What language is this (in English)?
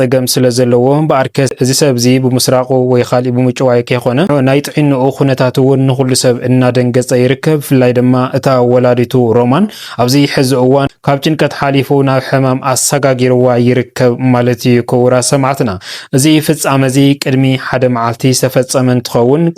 Tigrinya